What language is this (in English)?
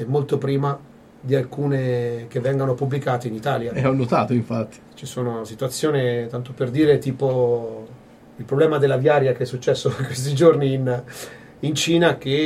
Italian